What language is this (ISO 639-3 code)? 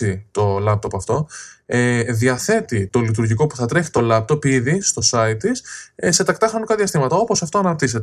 ell